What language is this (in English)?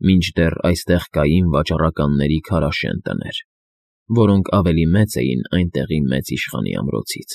Armenian